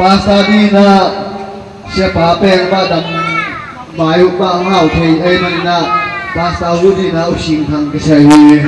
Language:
Tedim Chin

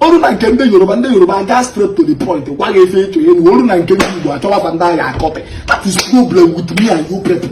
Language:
Igbo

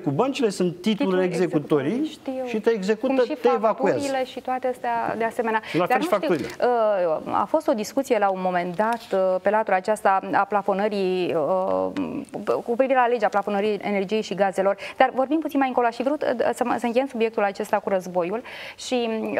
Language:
Romanian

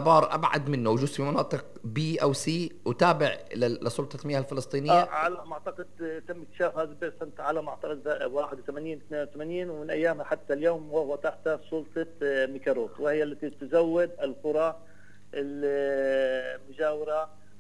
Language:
North Levantine Arabic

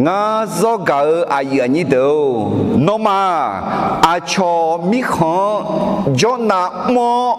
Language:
Akha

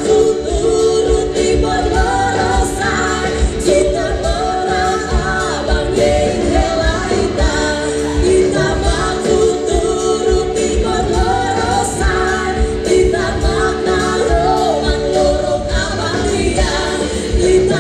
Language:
Tetum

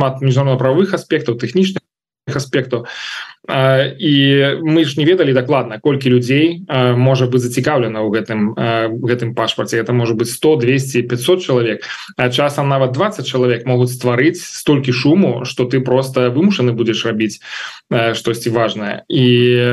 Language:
Belarusian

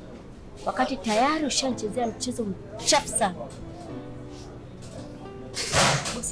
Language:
Swahili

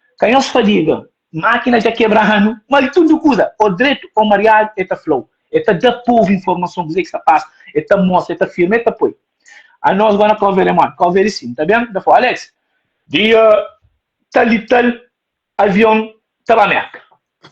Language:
Kabuverdianu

